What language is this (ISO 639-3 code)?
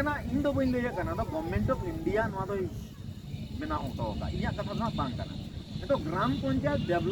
sat